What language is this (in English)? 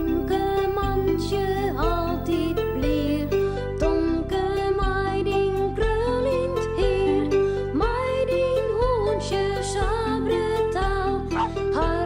Western Frisian